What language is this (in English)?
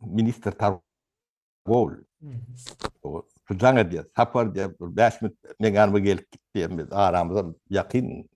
Turkmen